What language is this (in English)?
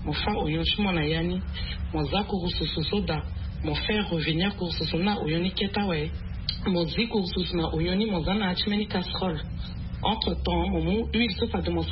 Sango